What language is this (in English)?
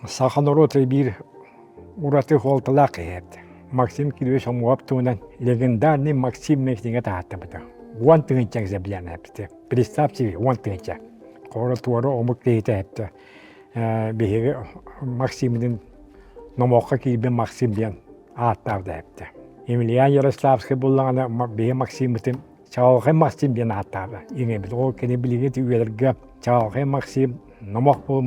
Yakut